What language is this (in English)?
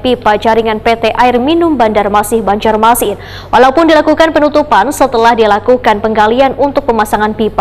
Banjar